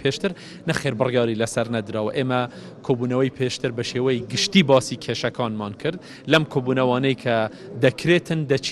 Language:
Central Kurdish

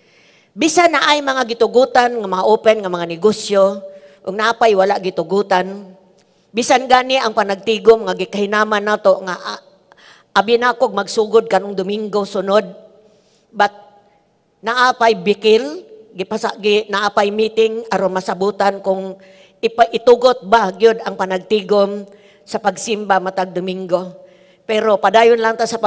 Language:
Cebuano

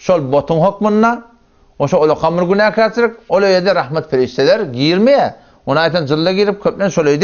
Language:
Turkmen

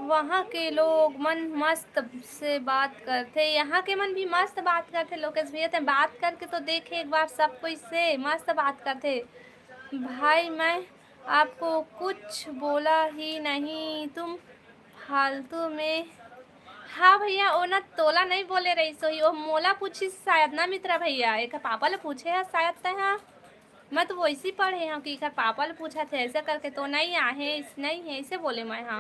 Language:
Chhattisgarhi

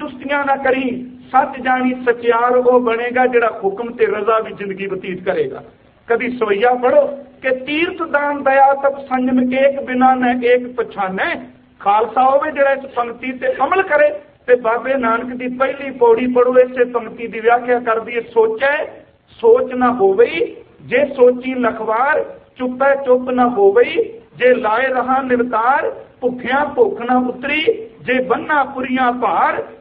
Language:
Punjabi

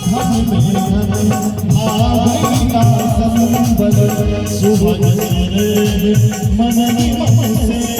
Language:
Maithili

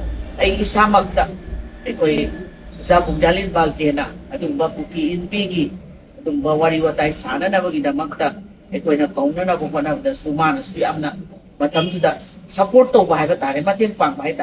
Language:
Manipuri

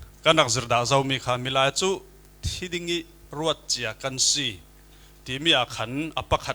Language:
Falam Chin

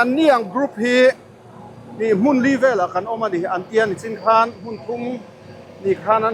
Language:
Mizo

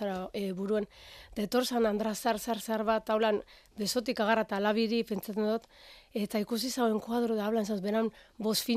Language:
Basque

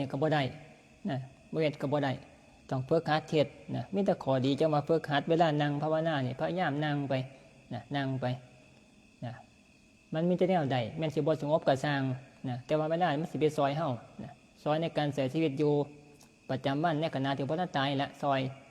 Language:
Northeastern Thai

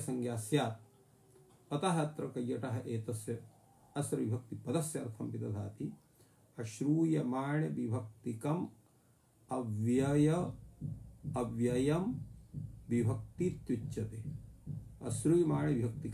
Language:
Sanskrit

